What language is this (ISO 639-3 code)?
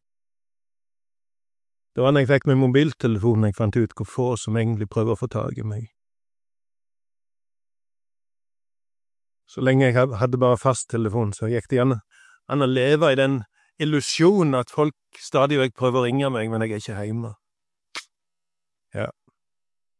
nor